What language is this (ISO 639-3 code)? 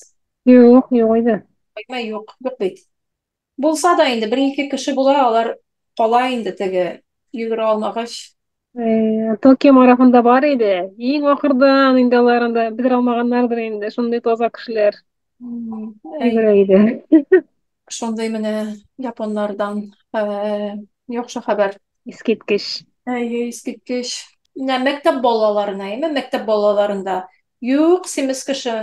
tat